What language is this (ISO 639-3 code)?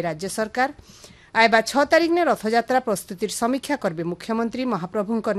ori